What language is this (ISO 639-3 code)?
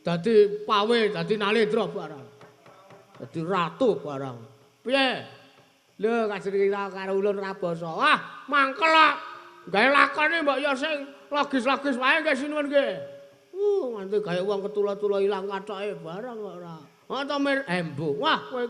jav